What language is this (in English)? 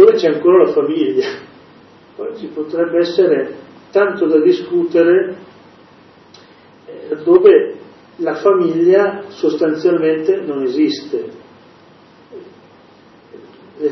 Italian